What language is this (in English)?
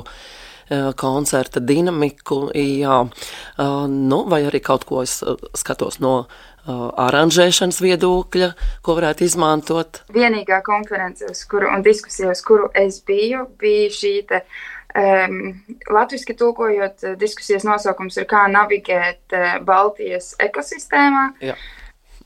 Latvian